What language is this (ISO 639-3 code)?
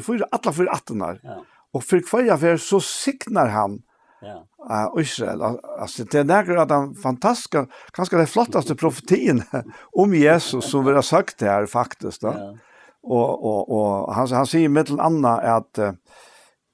fao